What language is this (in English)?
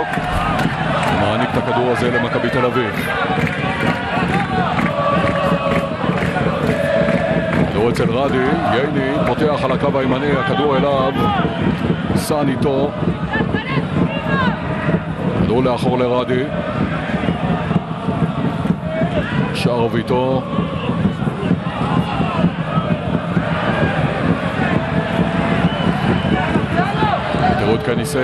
Hebrew